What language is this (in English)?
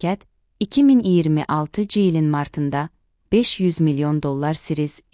Azerbaijani